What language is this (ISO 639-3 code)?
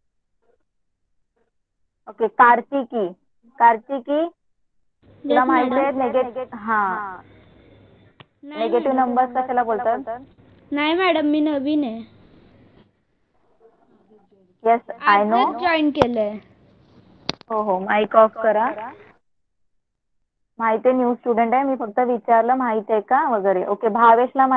mar